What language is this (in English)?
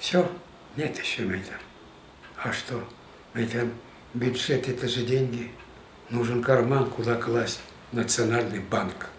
Tatar